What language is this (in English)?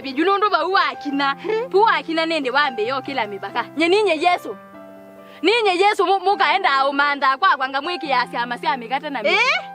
Kamba